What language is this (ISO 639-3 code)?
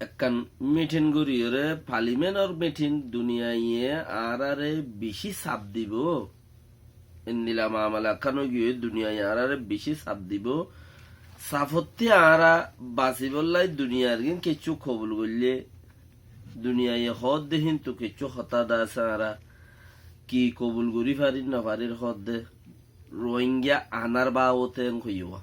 rhg